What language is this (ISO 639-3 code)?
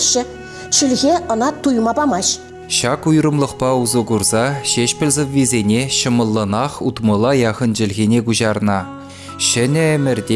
chv